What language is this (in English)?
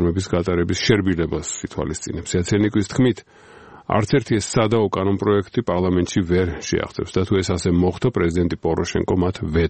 Georgian